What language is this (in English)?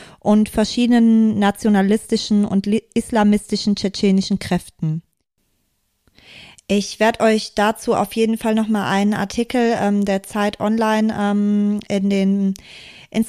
German